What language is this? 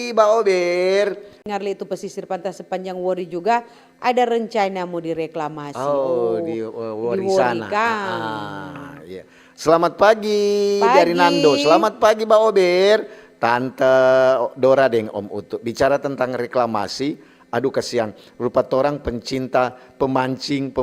Manado Malay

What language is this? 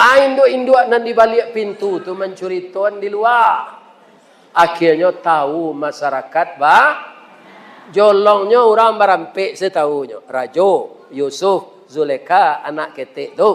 Minangkabau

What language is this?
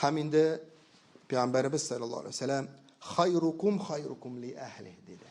Tatar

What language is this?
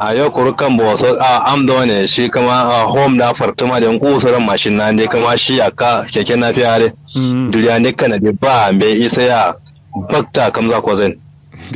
Kanuri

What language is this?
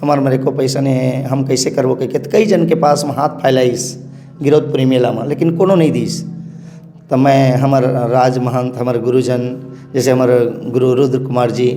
Chhattisgarhi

